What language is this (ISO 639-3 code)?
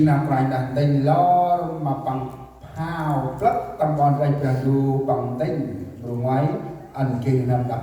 cmo